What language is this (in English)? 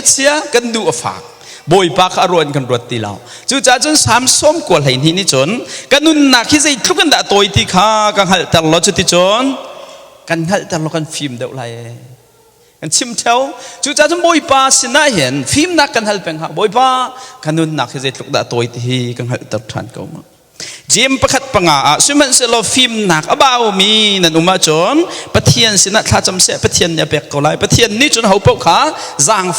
Hakha Chin